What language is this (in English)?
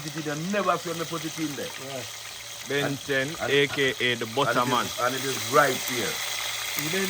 Jamaican Creole English